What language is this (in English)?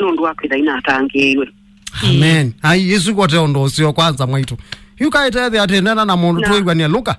Kamba